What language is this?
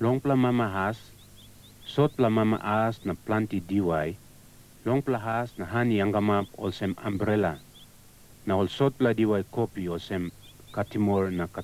Tok Pisin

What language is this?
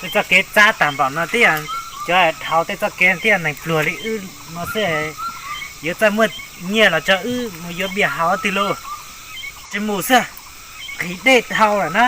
Hmong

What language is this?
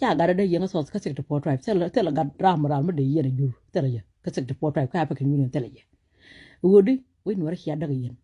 Nuer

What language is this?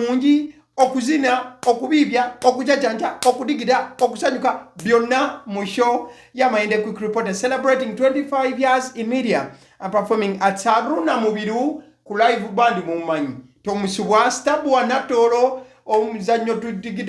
Ganda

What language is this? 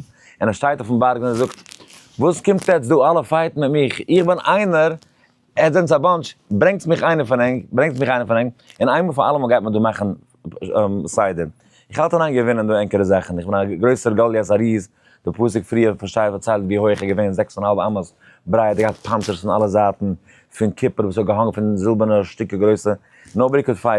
Yiddish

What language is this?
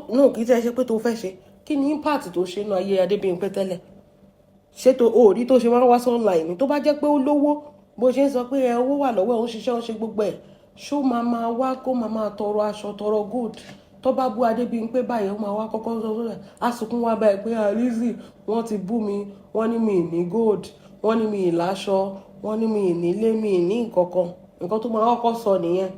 Yoruba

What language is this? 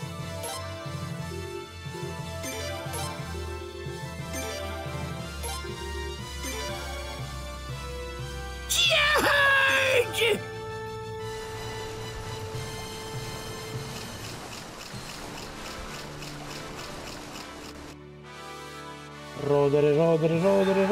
Italian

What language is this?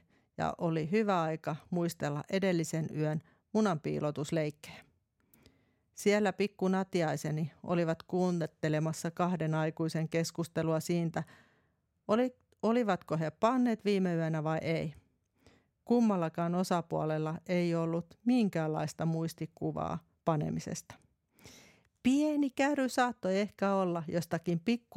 Finnish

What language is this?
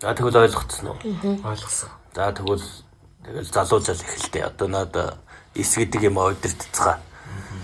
Mongolian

